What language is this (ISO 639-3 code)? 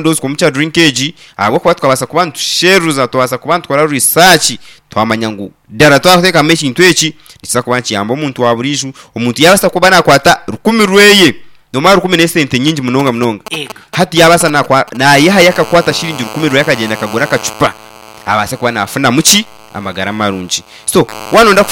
nyn